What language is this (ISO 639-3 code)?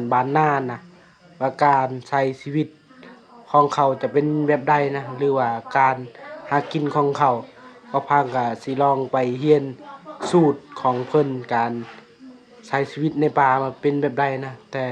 lao